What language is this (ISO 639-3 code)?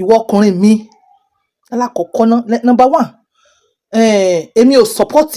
yor